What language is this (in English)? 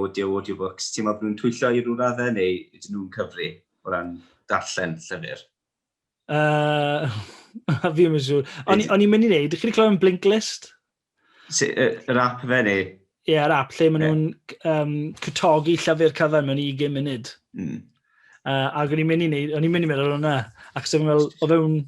Welsh